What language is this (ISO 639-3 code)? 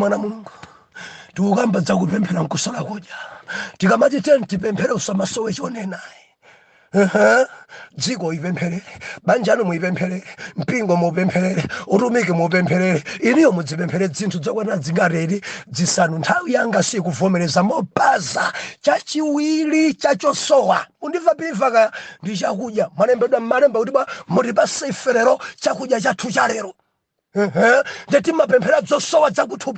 nya